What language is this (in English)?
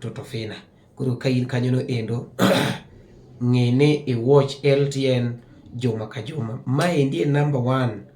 Luo (Kenya and Tanzania)